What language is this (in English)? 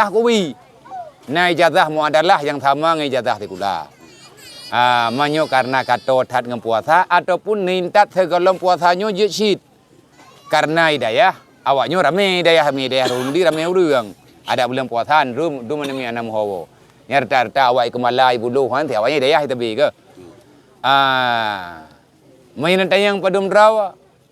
Achinese